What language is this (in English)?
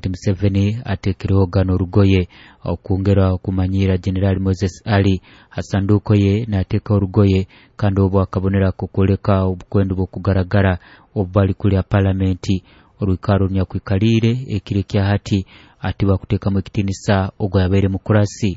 Nyoro